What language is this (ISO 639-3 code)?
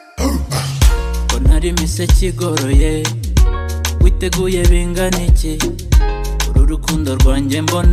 kin